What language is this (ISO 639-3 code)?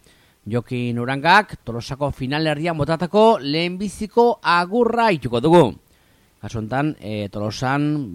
eus